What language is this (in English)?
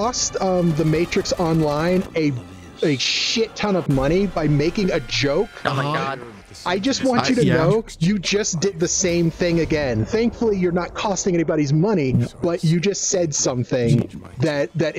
English